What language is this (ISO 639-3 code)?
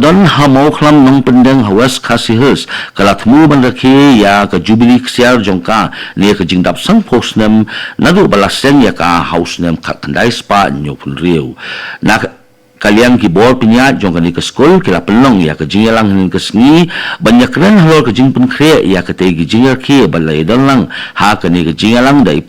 kha